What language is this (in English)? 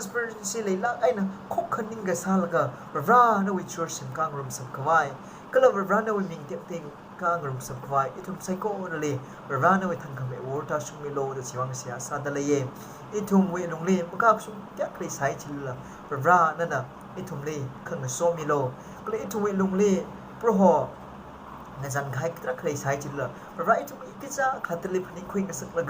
Tangkhul Naga (India)